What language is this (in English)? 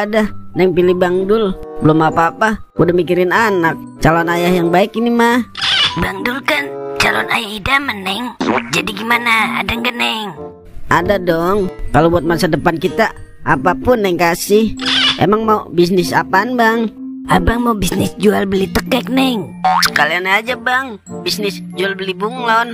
Betawi